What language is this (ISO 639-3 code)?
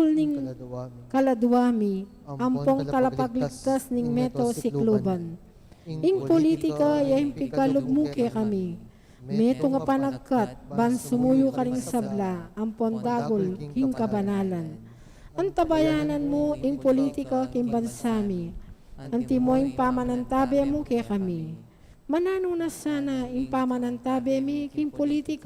pam